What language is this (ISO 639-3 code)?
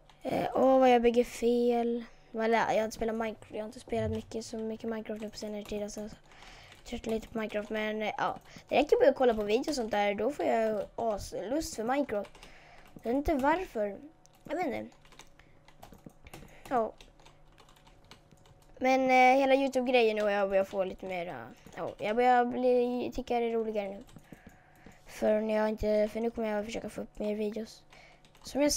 swe